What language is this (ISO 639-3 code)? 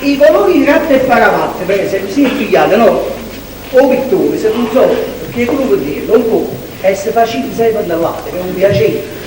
nap